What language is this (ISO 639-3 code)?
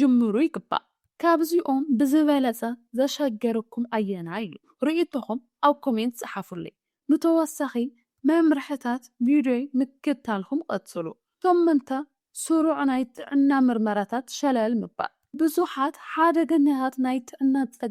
tir